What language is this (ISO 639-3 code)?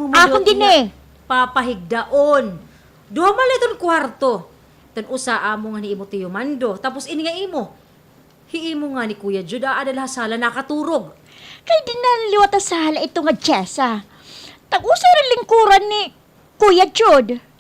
war